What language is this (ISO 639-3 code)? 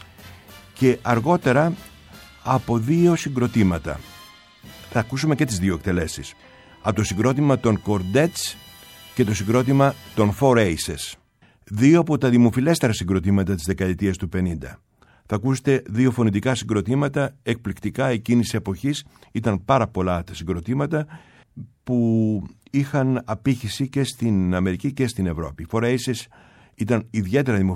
ell